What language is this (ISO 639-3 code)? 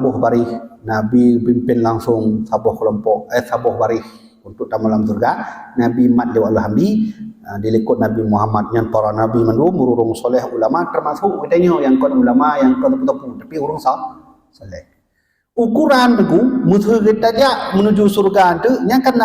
ace